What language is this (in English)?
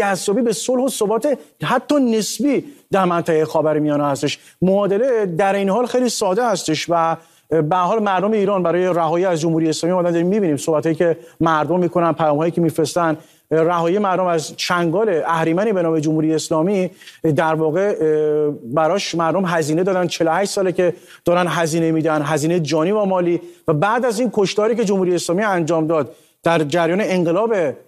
Persian